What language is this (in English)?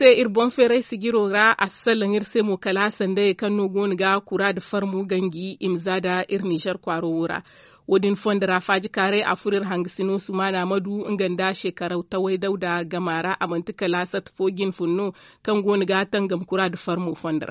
Zarma